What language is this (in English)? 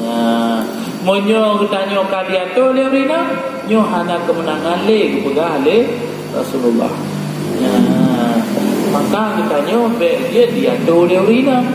Achinese